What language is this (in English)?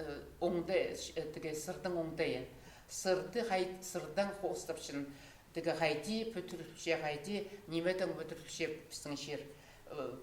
Khakas